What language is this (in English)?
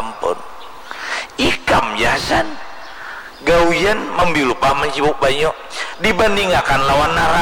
Banjar